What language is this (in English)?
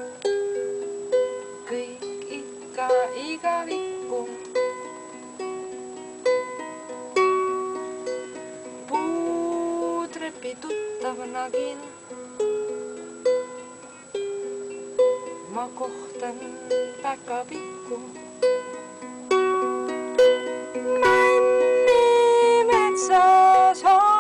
Estonian